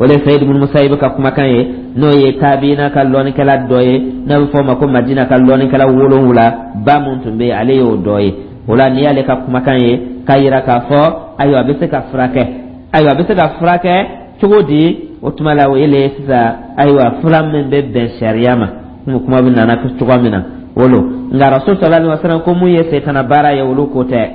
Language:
Dyula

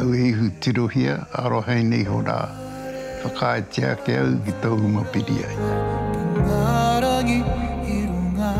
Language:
Māori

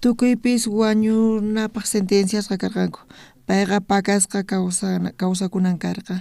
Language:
South Bolivian Quechua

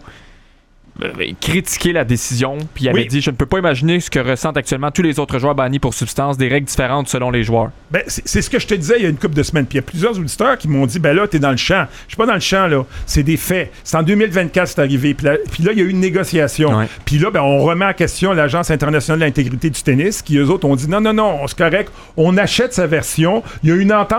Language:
French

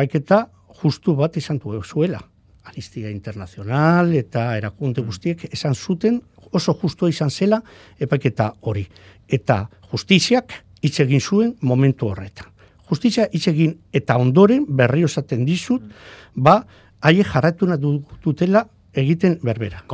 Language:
Basque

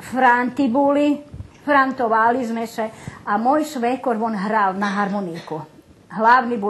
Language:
Rusyn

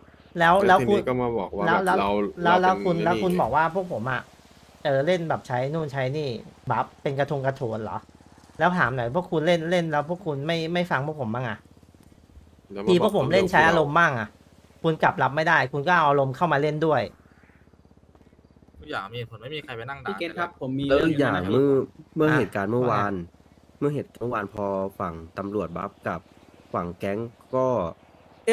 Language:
Thai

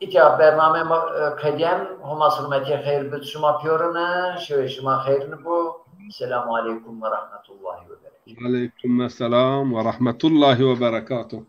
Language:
Zaza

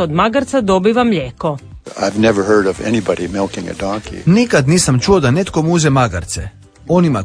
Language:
Croatian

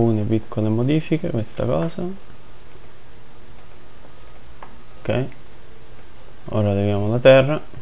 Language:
Italian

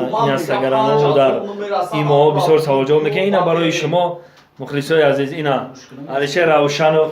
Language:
Tajik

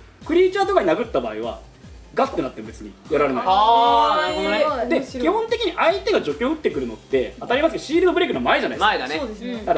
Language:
Japanese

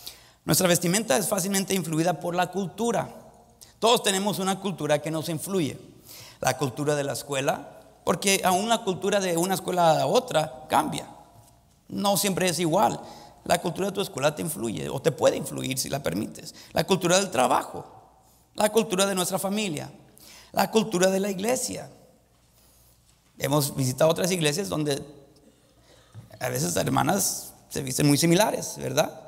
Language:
Spanish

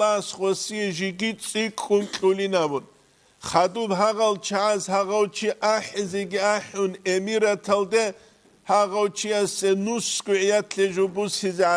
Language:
Avaric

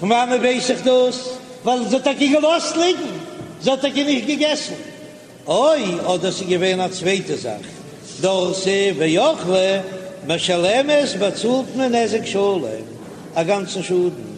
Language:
Yiddish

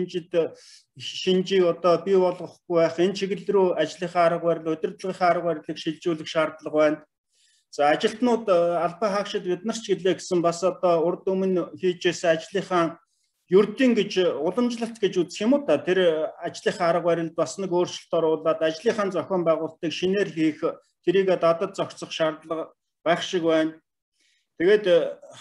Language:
Mongolian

